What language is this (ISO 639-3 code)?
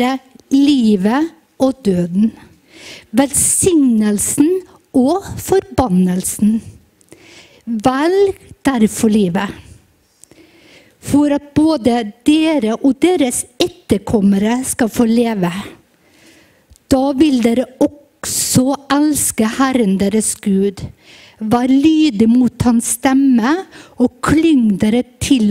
nor